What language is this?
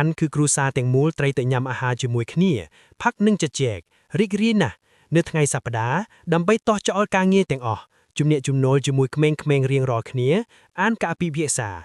Khmer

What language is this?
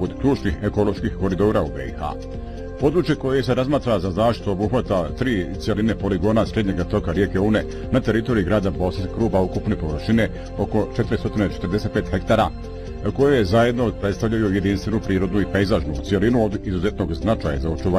Bosnian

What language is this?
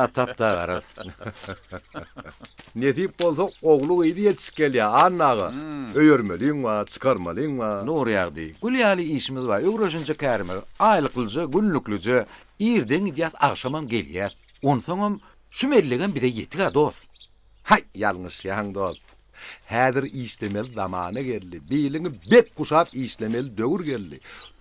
Turkmen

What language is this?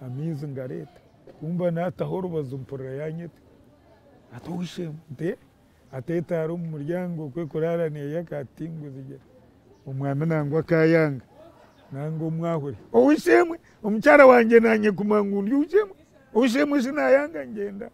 Nyankole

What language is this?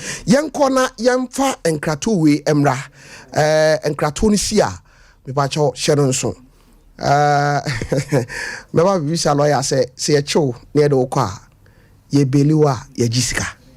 Akan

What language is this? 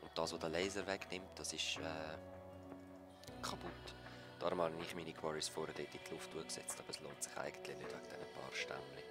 Swiss German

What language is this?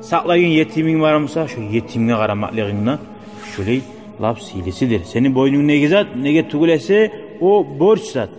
Kumyk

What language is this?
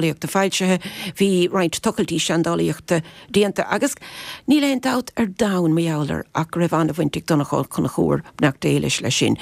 Irish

